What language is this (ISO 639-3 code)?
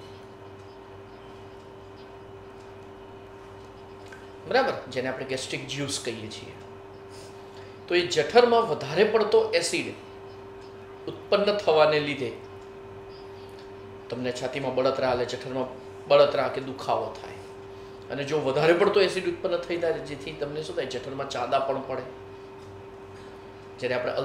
guj